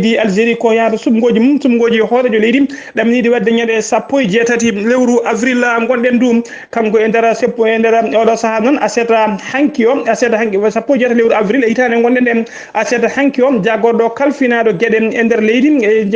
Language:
Fula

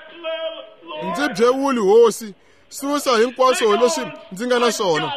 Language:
Tsonga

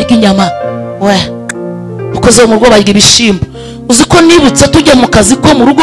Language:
Kinyarwanda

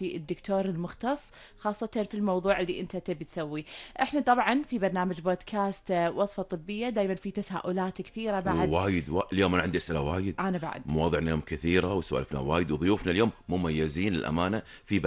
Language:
Gulf Arabic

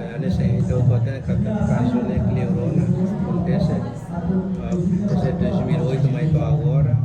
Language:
Tetum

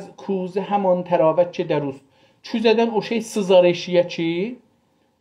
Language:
South Azerbaijani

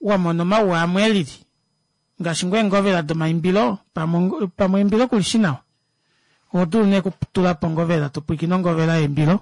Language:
Kuanyama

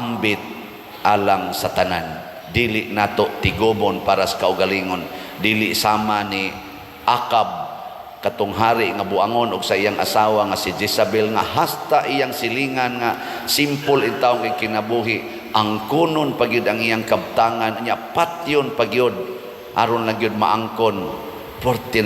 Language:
Cebuano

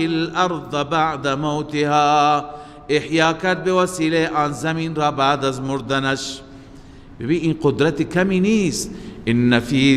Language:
Persian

